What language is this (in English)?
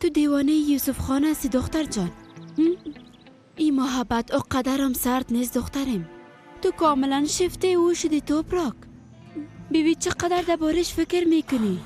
Persian